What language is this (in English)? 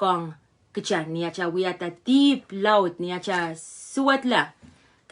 Pohnpeian